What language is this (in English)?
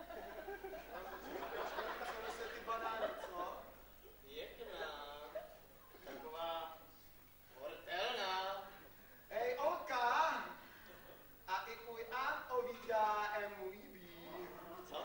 Czech